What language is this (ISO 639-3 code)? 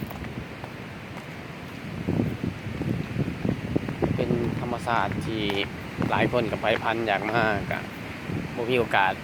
lao